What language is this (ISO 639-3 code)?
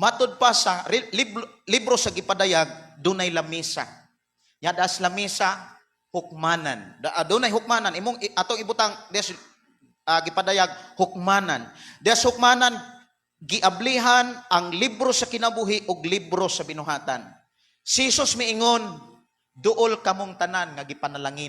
ceb